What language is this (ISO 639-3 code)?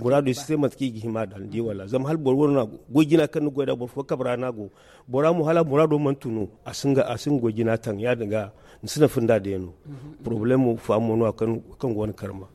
dje